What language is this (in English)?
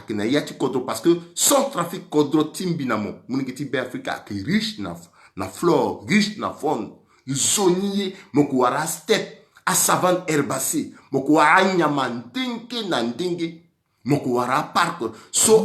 Sango